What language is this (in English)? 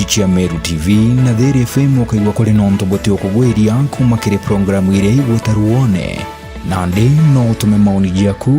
Meru